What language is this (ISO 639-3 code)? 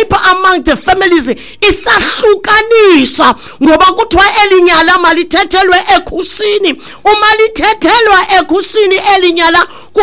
xho